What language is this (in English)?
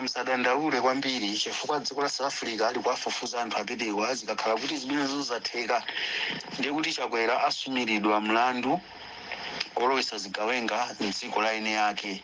Nyanja